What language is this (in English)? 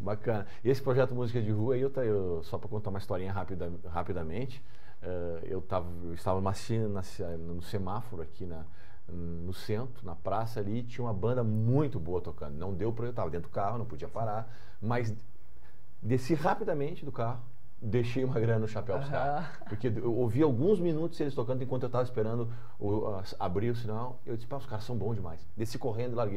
Portuguese